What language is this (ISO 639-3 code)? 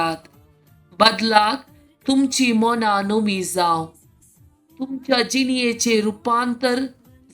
kok